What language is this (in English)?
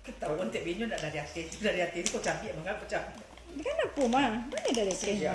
Minangkabau